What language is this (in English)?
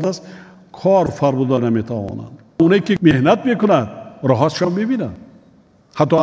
Tajik